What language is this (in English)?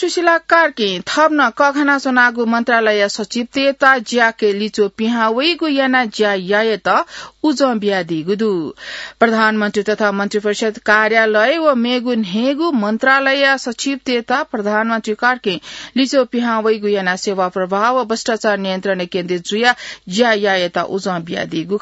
Newari